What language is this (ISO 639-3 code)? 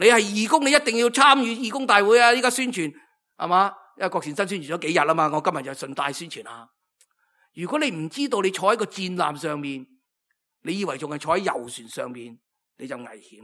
yue